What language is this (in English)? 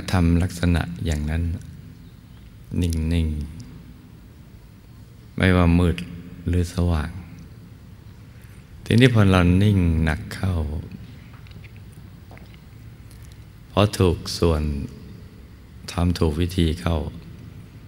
Thai